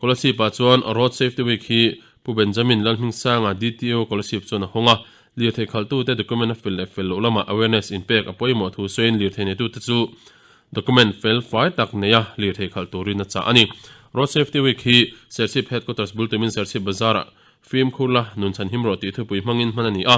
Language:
Mizo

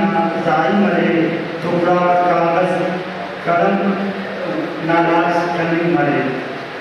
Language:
Brahui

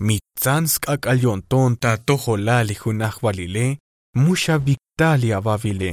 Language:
Tzotzil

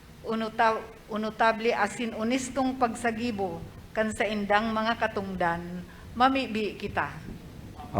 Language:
Bikol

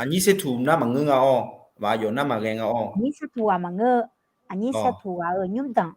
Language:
Akha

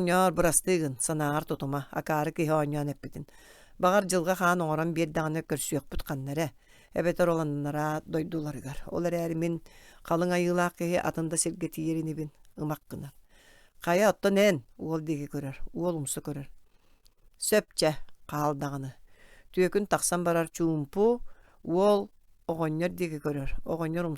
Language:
Yakut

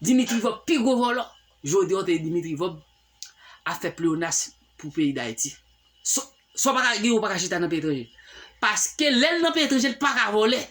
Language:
Haitian Creole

